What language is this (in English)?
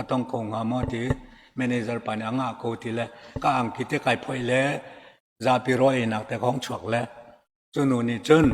Hakha Chin